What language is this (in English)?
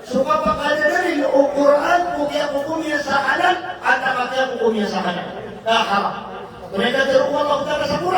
Maranao